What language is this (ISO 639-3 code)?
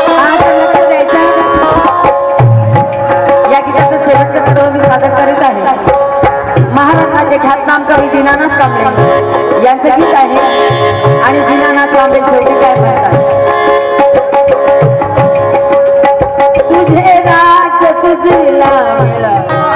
mar